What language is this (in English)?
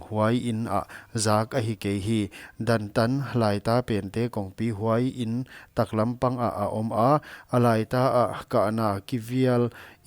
Paite Chin